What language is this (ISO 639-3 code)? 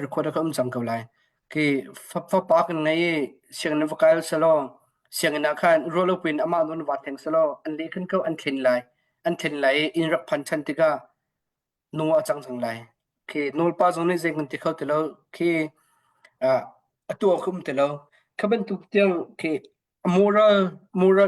cnh